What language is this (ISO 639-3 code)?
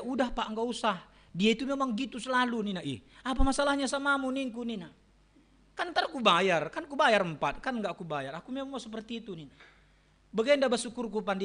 btx